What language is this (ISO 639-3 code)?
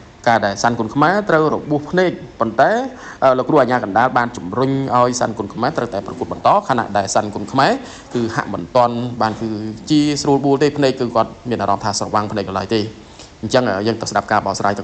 khm